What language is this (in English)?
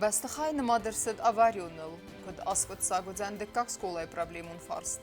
Ossetic